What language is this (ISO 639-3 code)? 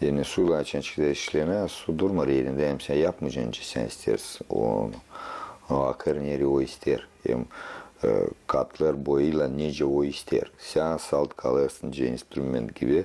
gag